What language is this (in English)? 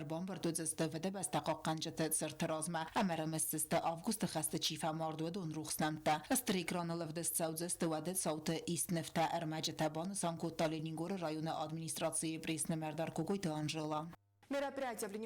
Ossetic